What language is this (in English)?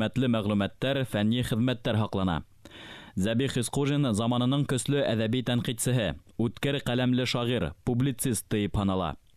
Bashkir